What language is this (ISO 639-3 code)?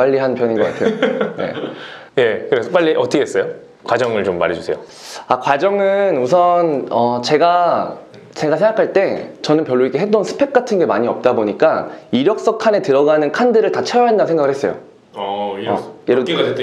kor